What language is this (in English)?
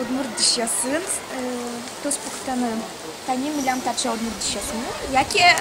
Udmurt